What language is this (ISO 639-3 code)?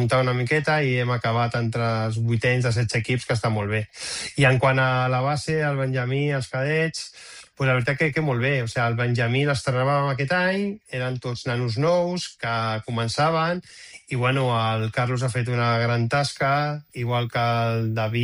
cat